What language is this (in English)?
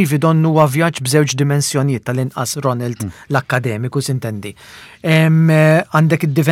Maltese